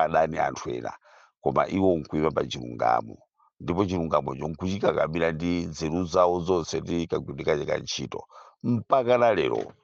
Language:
Nyanja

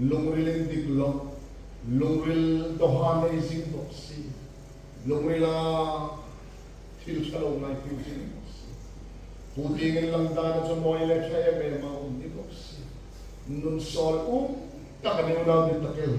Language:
Hmar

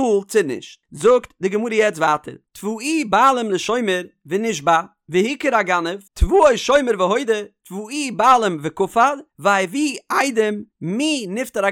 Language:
Yiddish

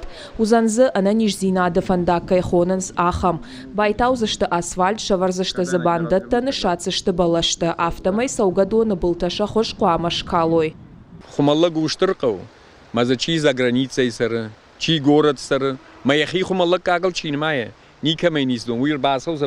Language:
Ossetic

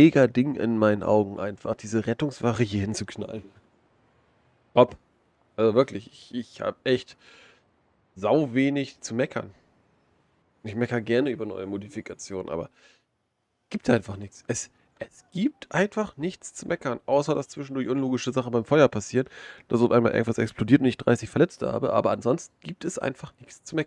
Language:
German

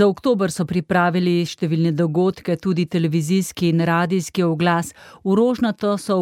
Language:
Slovenian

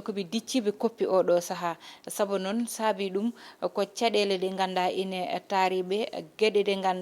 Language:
Fula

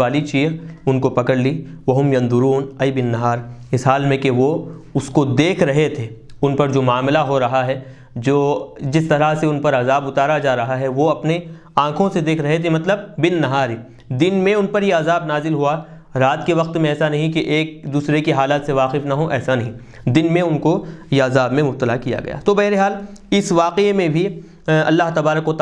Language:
Urdu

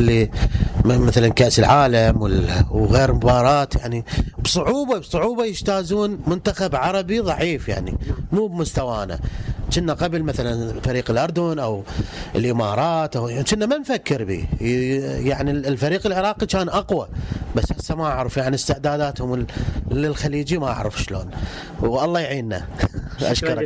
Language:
Mesopotamian Arabic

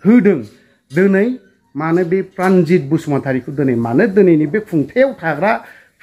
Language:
Bodo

